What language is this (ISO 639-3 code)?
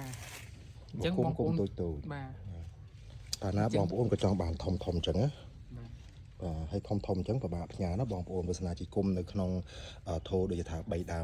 khm